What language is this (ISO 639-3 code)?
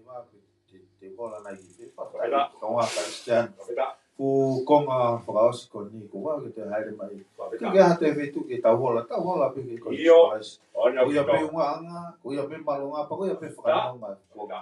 ton